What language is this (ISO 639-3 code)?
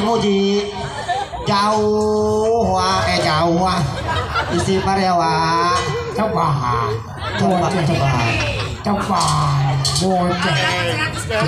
bew